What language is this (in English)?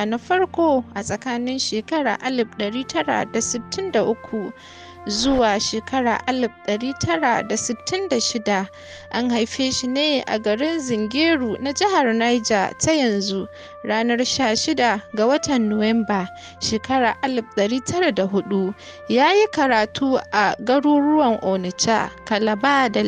Hausa